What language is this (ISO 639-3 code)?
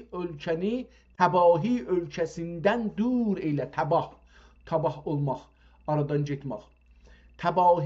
azb